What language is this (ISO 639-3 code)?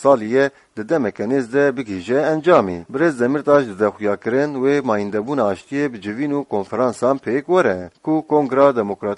kur